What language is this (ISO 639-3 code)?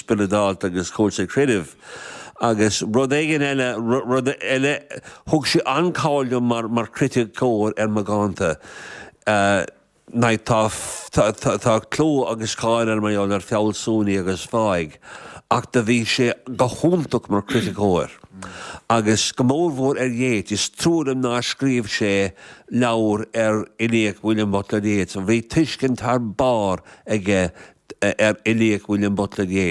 gle